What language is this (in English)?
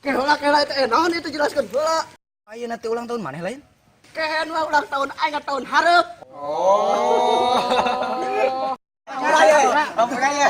Sundanese